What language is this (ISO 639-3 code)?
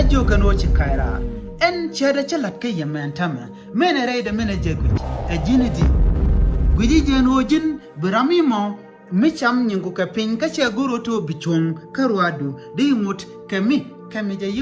nus